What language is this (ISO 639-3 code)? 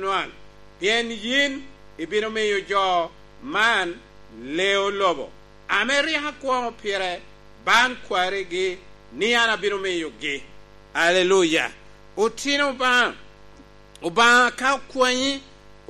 laj